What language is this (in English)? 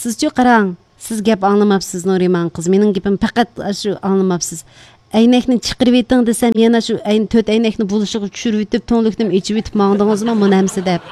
Uyghur